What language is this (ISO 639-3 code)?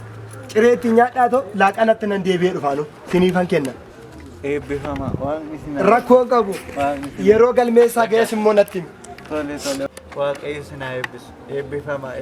orm